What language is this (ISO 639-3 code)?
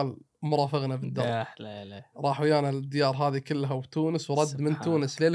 afb